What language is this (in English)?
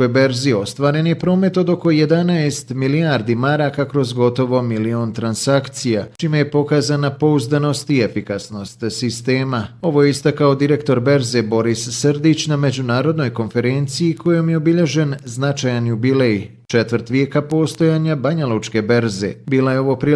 Bosnian